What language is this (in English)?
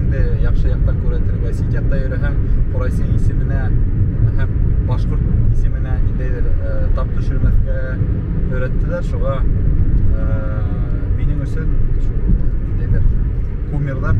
Bashkir